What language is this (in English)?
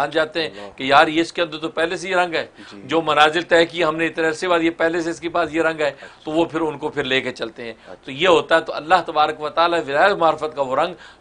Urdu